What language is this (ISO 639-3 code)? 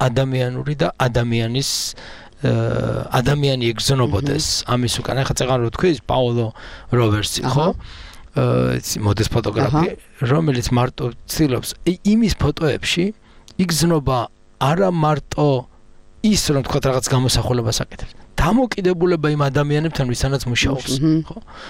kat